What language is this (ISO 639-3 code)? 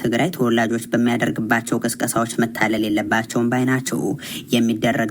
amh